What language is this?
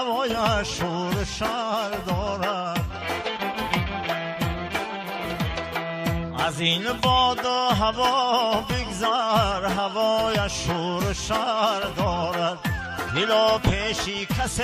Persian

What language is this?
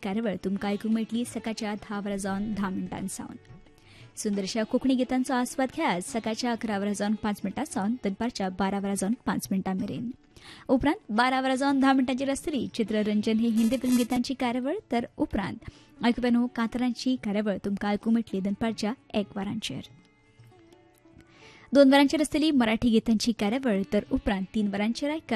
Konkani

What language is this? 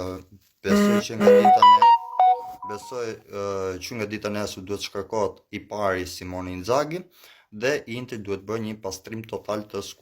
Albanian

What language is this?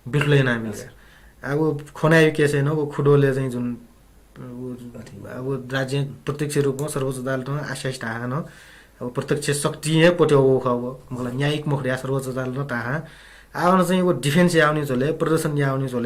Newari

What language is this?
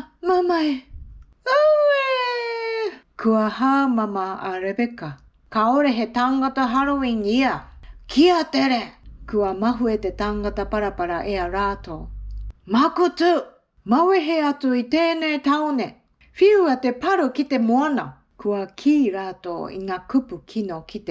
Māori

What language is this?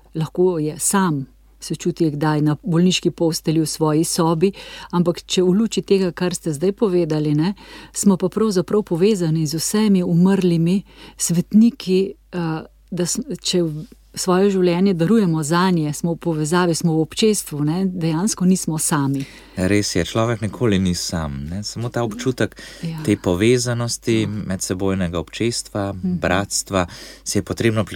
Slovenian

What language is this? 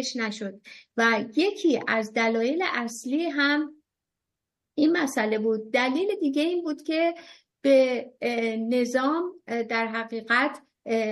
Persian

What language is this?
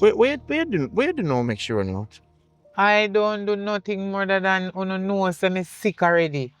Jamaican Creole English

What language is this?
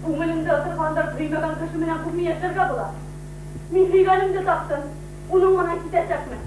Bashkir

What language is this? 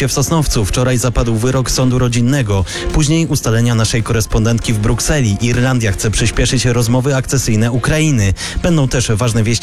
Polish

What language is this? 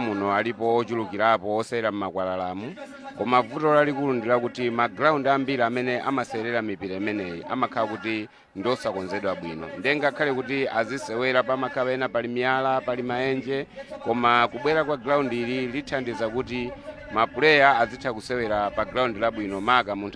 Nyanja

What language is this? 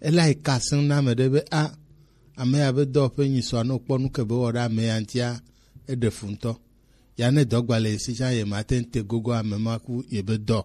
Gen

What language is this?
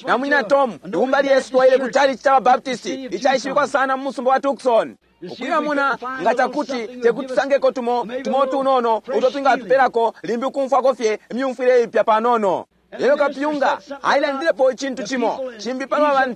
Bemba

